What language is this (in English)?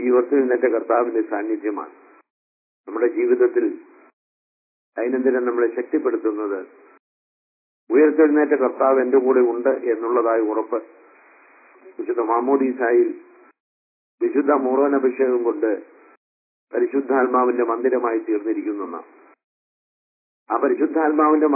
Malayalam